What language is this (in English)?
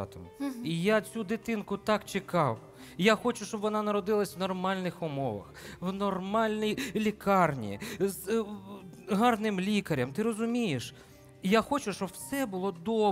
Ukrainian